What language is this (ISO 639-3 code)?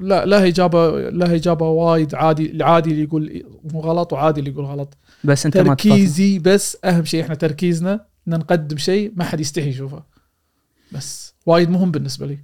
afb